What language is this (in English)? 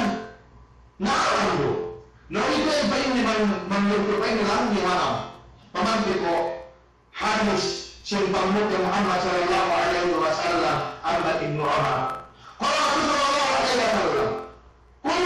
Yakan